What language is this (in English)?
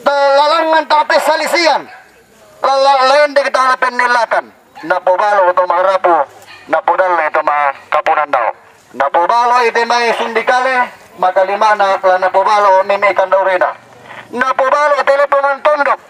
Toraja-Sa'dan